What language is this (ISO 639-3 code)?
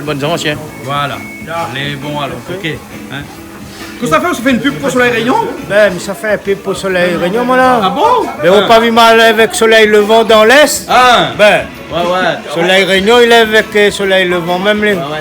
rcf